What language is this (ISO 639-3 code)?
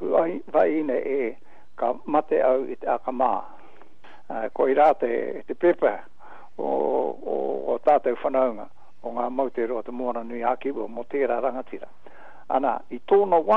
mri